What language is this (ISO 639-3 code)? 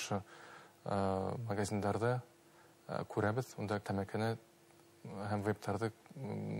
bak